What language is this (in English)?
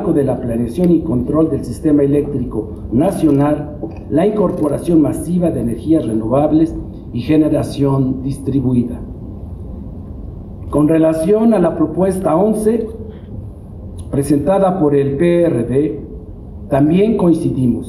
Spanish